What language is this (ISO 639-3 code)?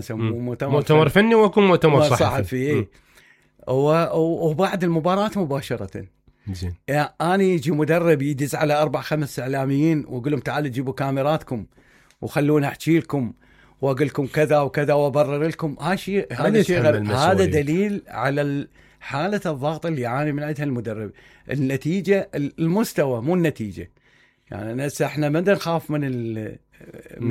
acm